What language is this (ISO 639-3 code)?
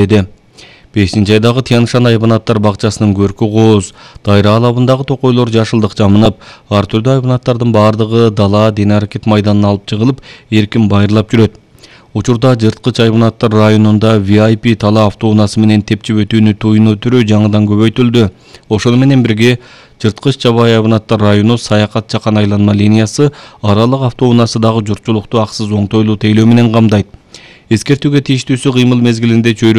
kir